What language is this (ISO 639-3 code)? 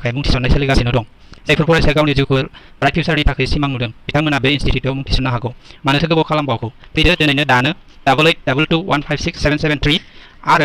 brx